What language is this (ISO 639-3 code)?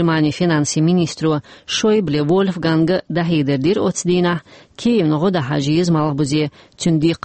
che